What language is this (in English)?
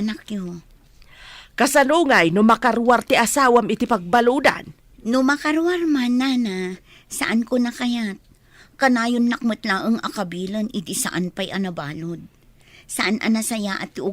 Iloko